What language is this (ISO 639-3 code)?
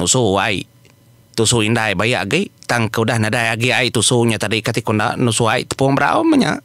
iba